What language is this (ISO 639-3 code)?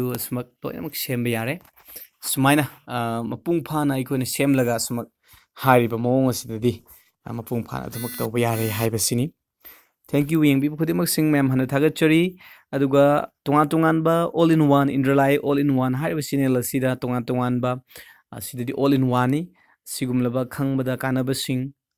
mni